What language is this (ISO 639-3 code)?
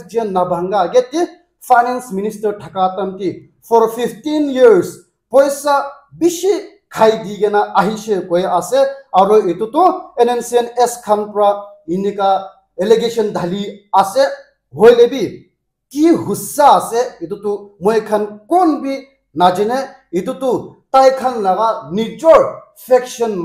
nag